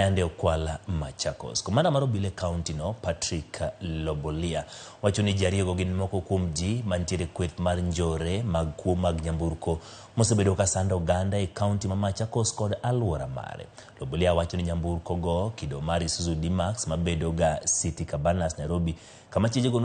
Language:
Luo (Kenya and Tanzania)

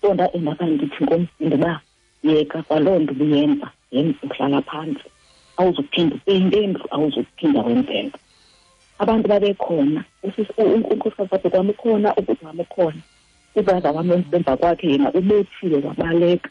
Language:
Xhosa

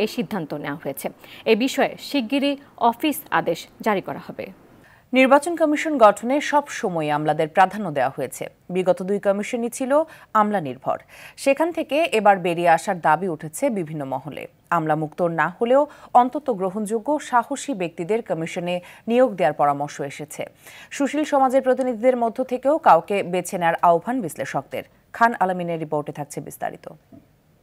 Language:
Bangla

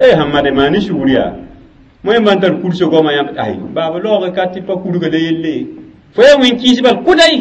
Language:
Mossi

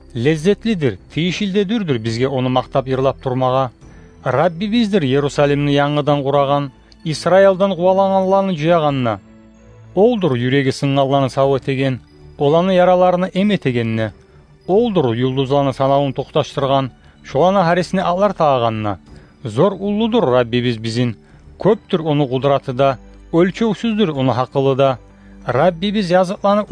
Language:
Kumyk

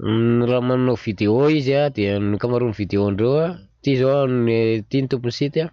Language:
Malagasy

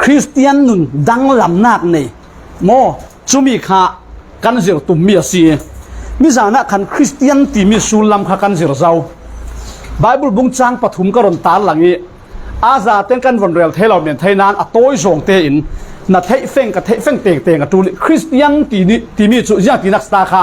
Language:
Falam Chin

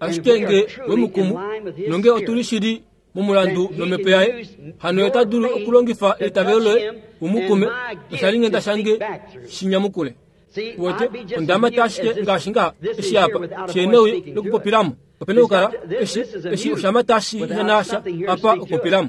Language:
Kuanyama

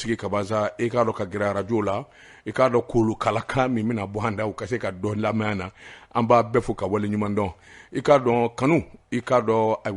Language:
Bambara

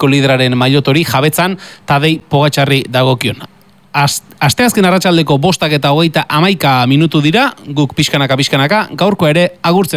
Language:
Basque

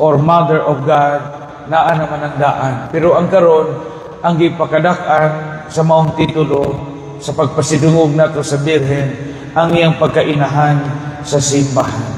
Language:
Cebuano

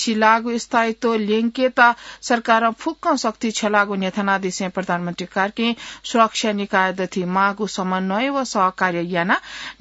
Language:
Newari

